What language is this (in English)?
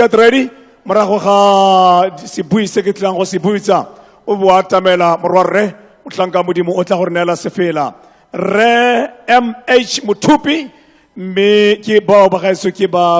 Tswana